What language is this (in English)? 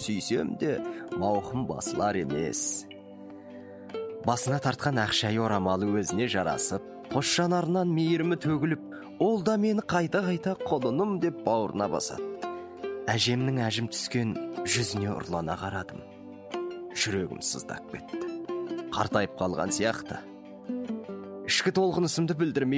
Kazakh